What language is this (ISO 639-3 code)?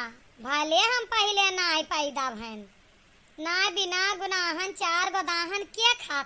awa